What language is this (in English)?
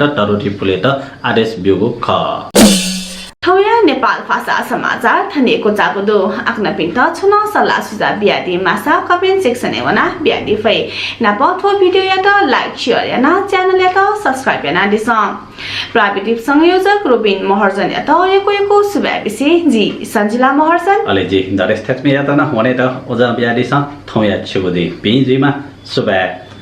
Newari